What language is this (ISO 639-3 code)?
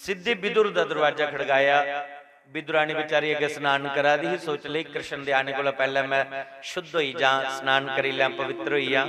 doi